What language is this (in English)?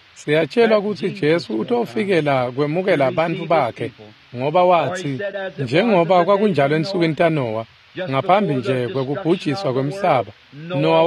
Swati